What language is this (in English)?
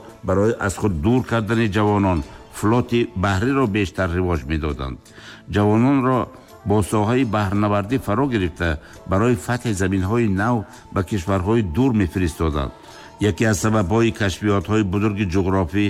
Tajik